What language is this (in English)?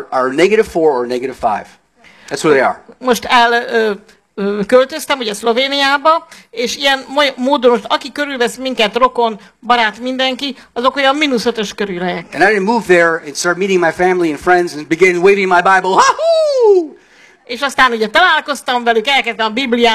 Hungarian